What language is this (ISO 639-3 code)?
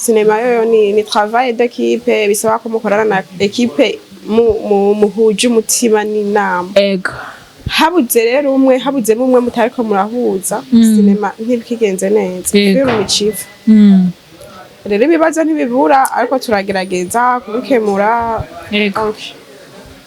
run